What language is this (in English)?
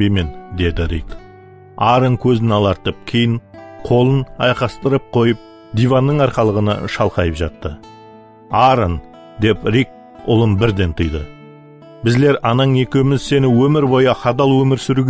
Kara-Kalpak